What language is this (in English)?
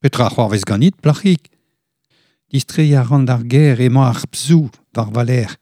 Breton